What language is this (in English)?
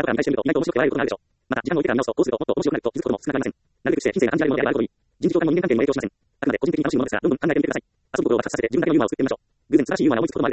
Japanese